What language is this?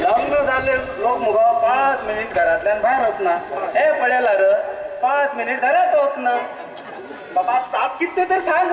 Konkani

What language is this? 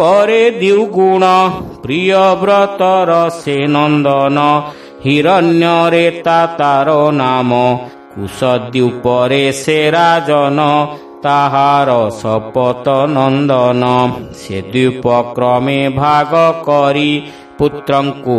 Odia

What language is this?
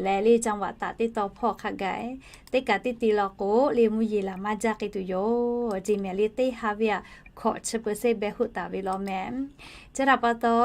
Lahu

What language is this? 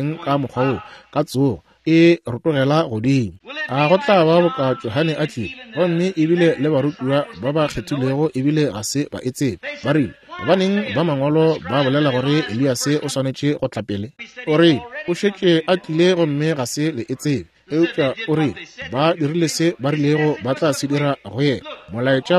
Northern Sotho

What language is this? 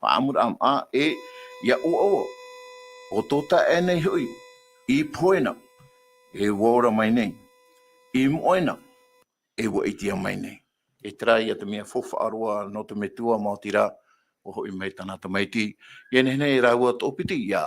Tahitian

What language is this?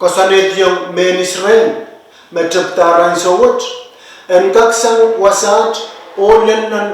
Pohnpeian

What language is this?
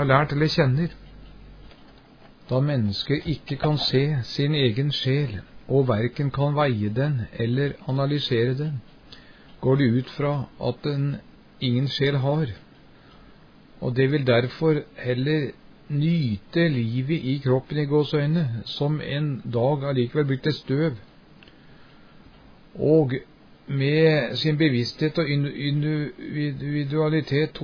Norwegian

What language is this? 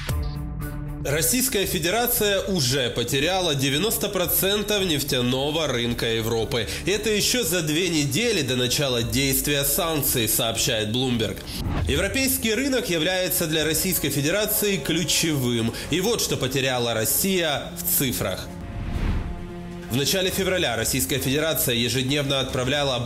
Russian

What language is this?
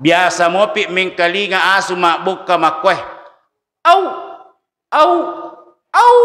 Buginese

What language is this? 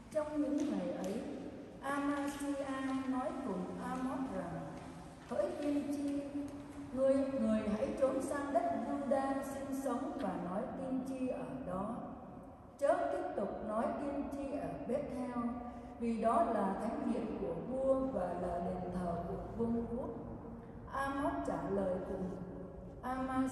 Vietnamese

